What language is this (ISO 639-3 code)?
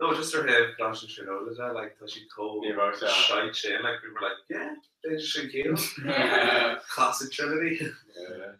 gle